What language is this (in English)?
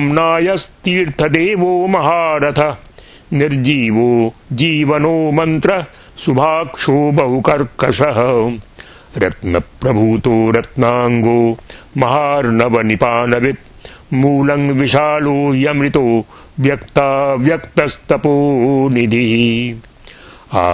Sanskrit